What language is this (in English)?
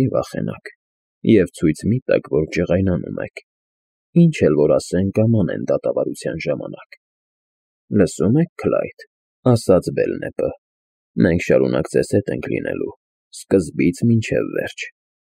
Armenian